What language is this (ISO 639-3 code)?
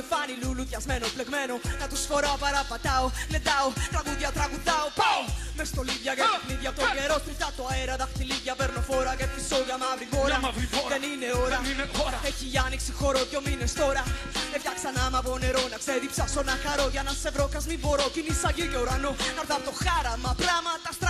ell